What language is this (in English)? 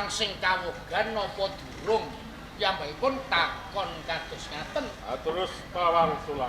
Javanese